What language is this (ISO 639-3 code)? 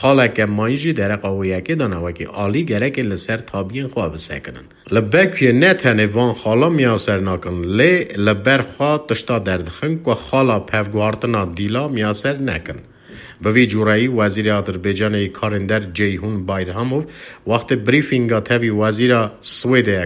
kur